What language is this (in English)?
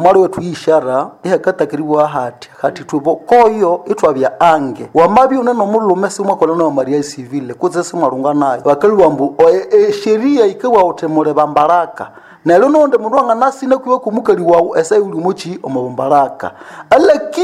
Nande